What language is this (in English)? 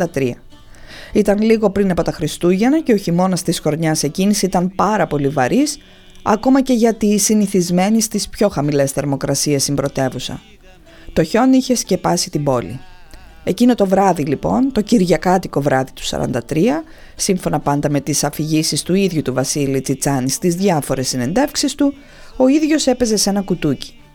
Greek